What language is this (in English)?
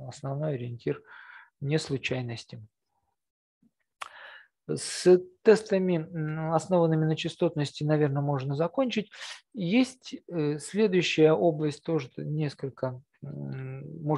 Russian